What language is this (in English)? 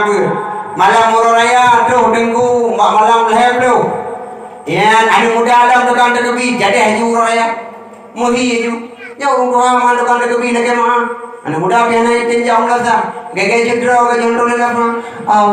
Achinese